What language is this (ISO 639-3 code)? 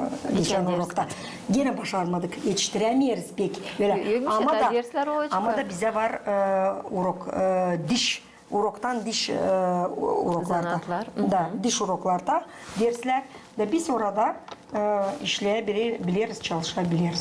gag